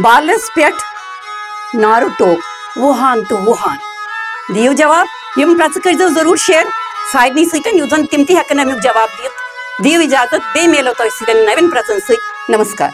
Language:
Kashmiri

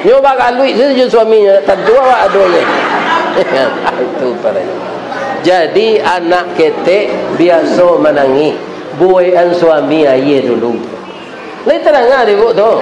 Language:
Minangkabau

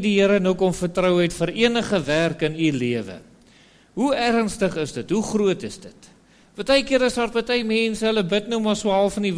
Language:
Afrikaans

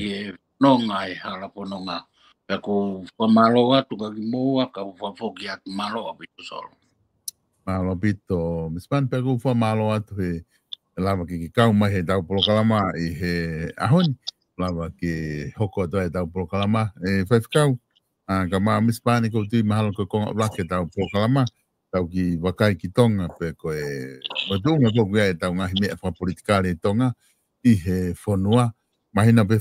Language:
Tongan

